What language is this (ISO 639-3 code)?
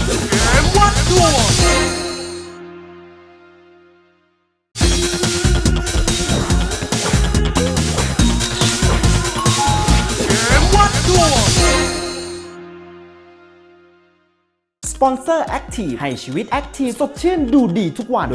tha